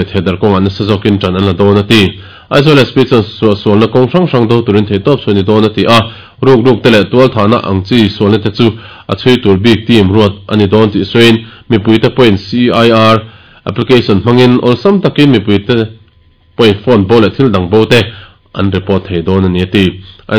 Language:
Mizo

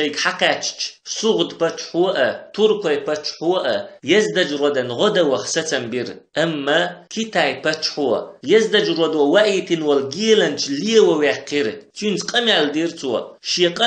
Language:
Chechen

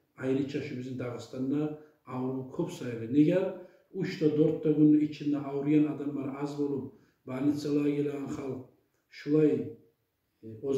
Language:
Kumyk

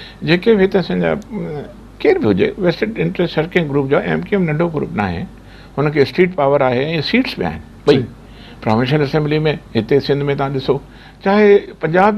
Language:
Sindhi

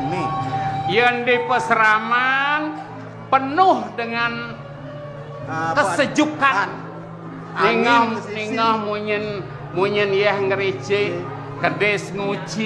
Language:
Balinese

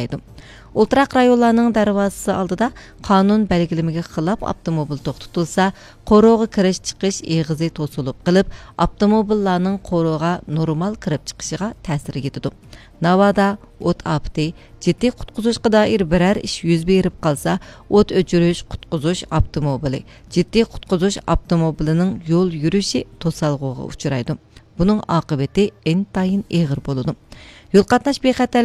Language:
Uyghur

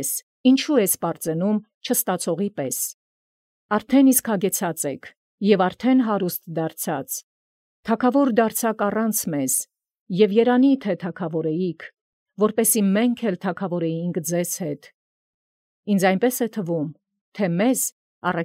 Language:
Armenian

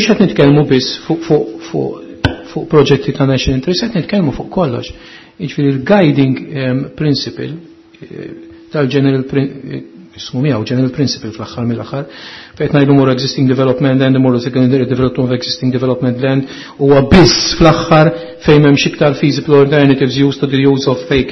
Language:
Maltese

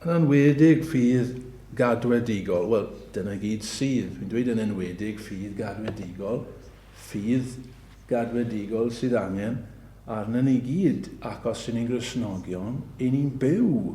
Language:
Welsh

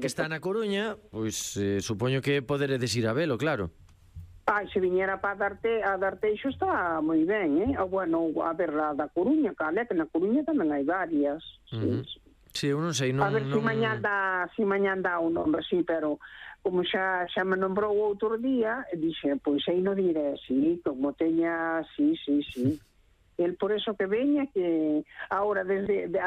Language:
Galician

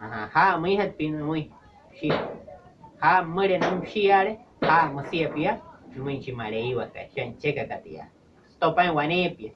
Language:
Wayuu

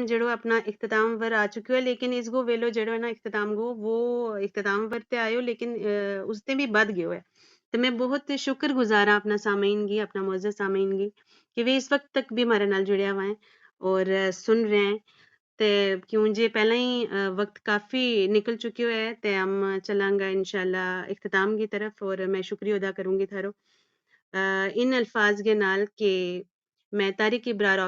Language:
Gujari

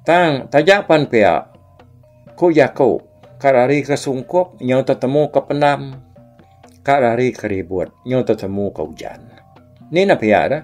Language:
Iban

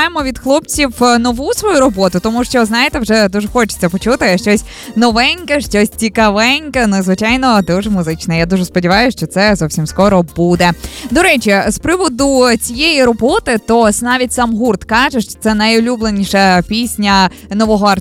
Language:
Ukrainian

